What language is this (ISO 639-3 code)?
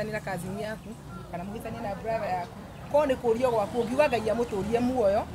kik